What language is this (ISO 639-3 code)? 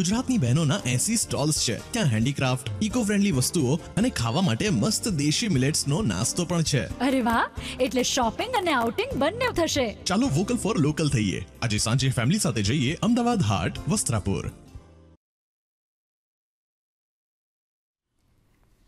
guj